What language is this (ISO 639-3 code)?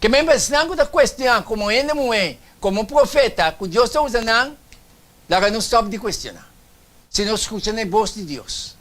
pap